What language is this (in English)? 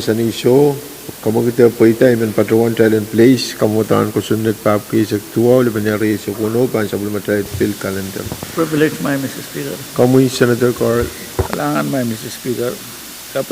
Pohnpeian